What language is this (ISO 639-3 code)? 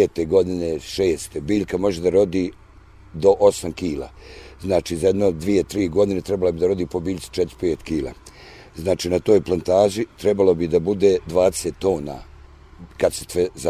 srp